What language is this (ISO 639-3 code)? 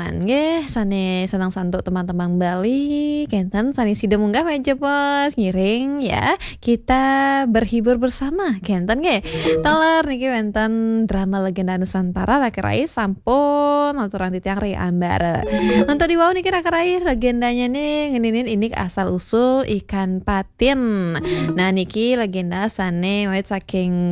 ban